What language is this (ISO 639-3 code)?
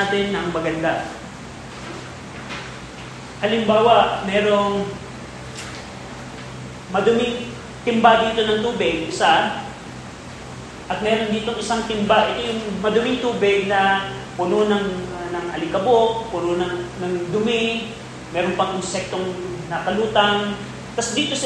fil